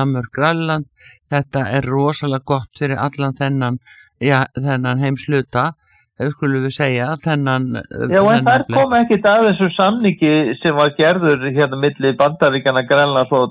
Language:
Icelandic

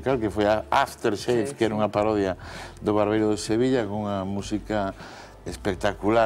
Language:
Galician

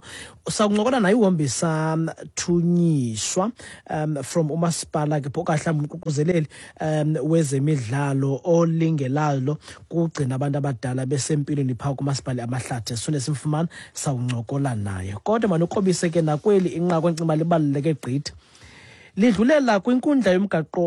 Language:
Xhosa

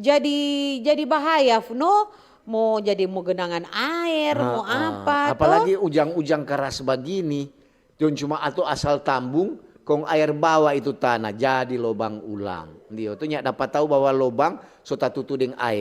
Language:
Manado Malay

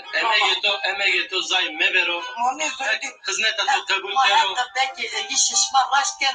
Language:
Zaza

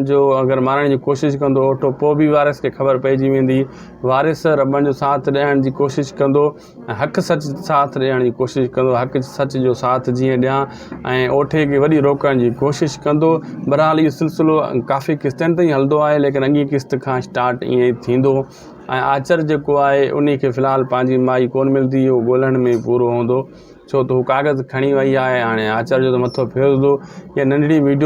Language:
Sindhi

